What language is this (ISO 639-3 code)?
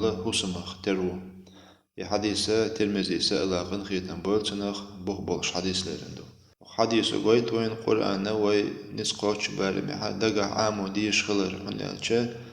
che